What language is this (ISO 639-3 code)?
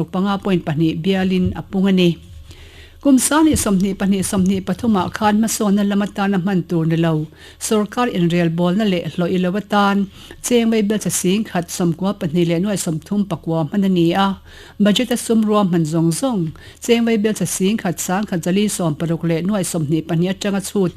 lus